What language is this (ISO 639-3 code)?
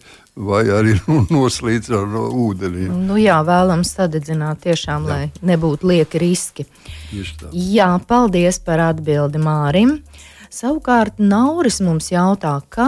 lav